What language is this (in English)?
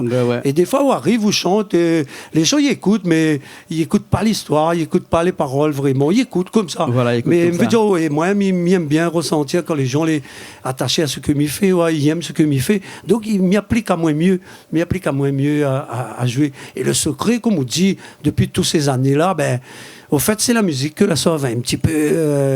Réunion Creole French